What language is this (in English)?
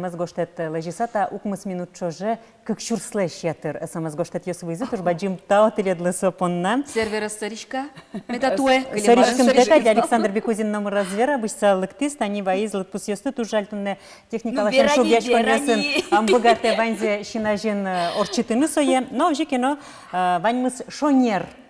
Udmurt